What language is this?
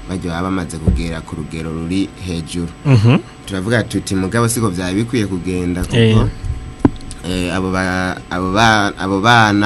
Rundi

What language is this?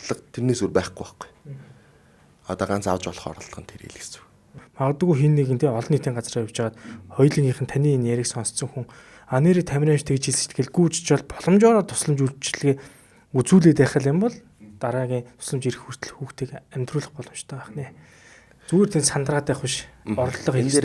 Mongolian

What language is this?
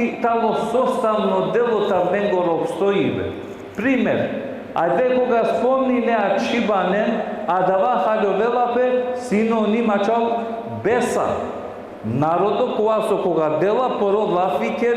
Balkan Romani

